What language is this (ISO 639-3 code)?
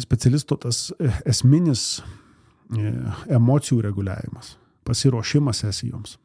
lit